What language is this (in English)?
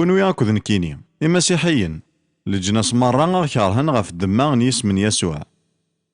Kabyle